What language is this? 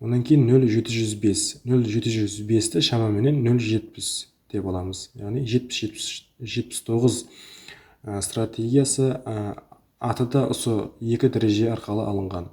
Kara-Kalpak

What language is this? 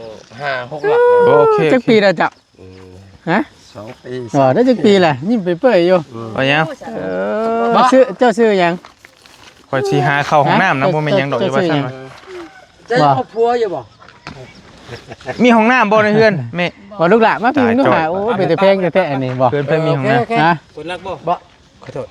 Northeastern Thai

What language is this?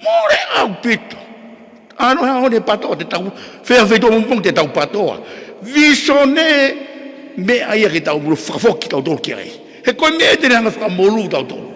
Tongan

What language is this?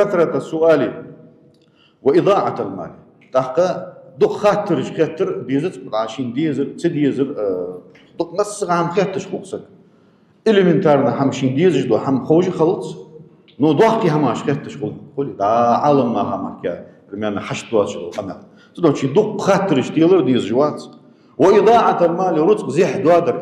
Ingush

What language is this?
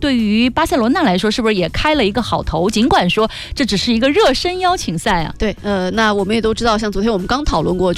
Chinese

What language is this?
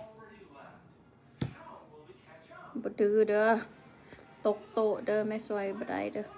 Lao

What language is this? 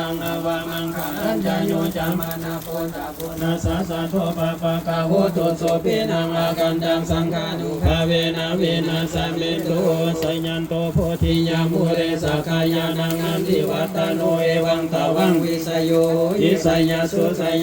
Pali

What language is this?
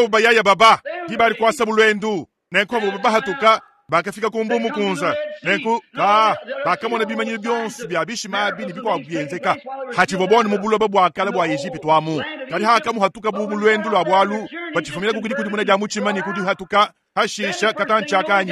Luba-Lulua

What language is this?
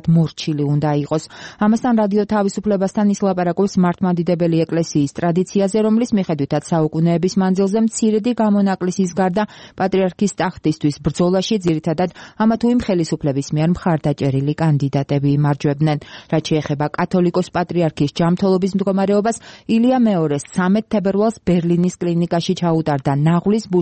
Georgian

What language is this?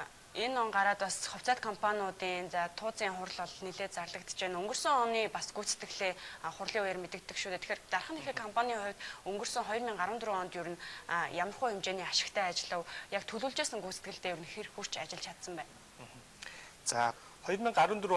Mongolian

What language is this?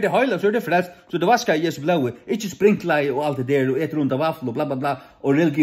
Faroese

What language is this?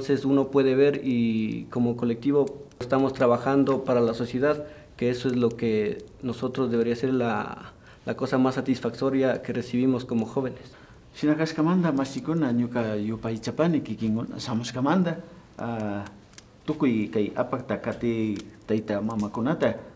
Imbabura Highland Quichua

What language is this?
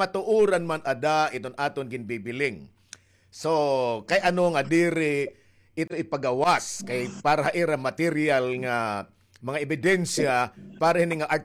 Waray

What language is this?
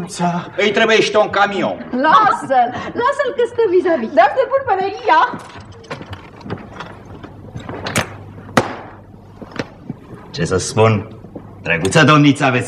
Romanian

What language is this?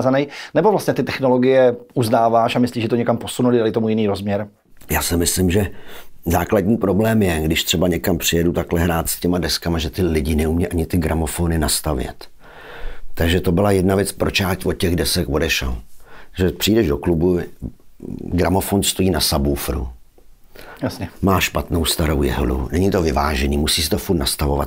Czech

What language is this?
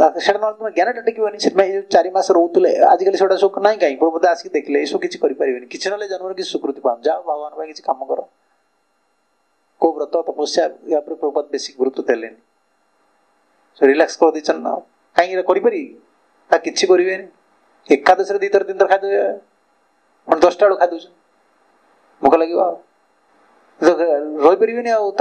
Odia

